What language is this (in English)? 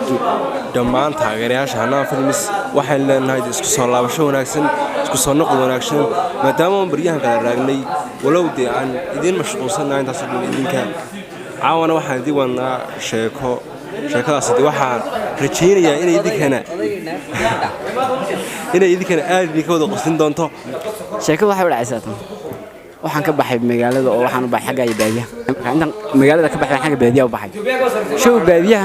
Somali